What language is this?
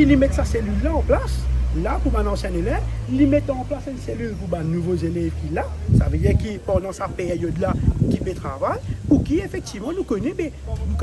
Morisyen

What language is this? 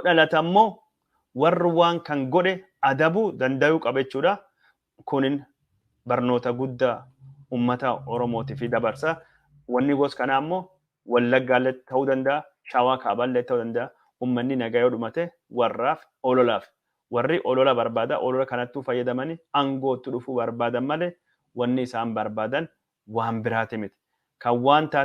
Oromo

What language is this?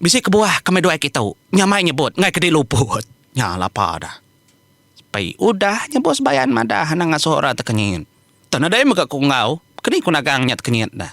Iban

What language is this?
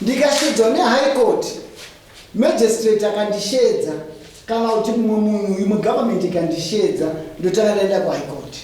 Shona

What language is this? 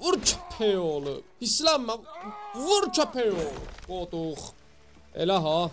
South Azerbaijani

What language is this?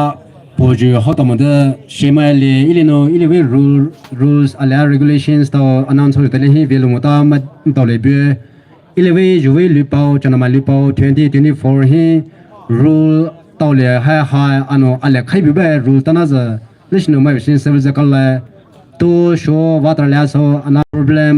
Poumei Naga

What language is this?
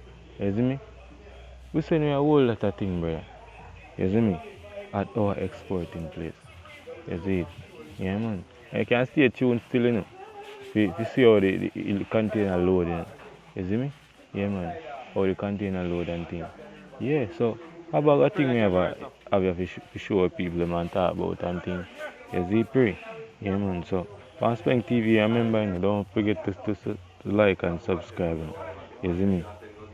Jamaican Creole English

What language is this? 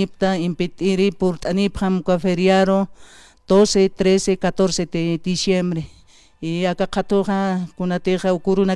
Aymara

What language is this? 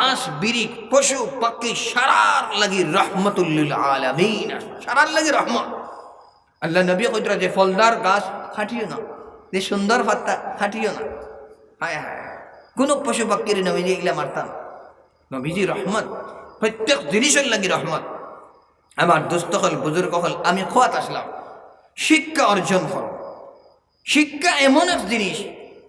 Sylheti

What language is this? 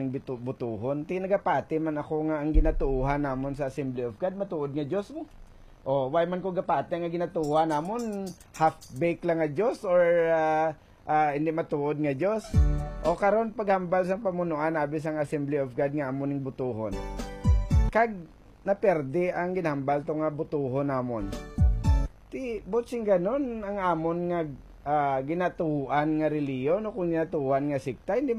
Hiligaynon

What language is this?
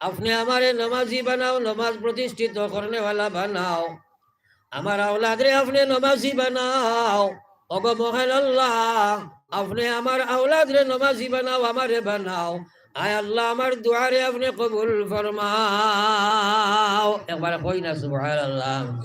Sylheti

